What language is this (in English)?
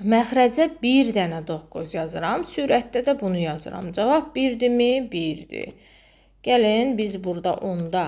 Azerbaijani